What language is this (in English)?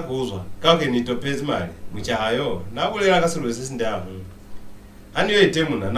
Lozi